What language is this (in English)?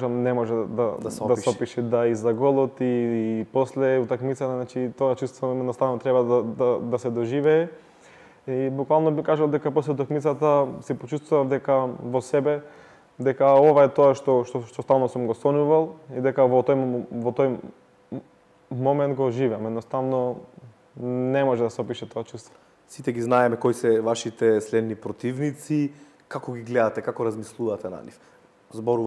Macedonian